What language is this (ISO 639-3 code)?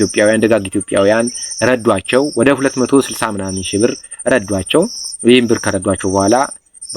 amh